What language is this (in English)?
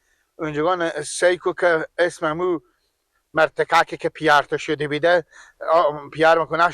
Persian